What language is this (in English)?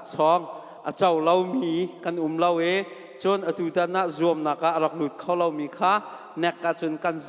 Hakha Chin